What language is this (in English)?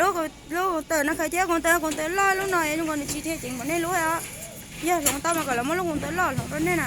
Hmong